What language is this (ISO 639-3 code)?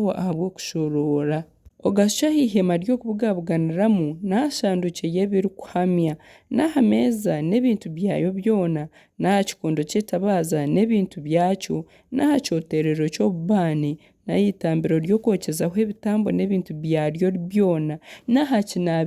nyn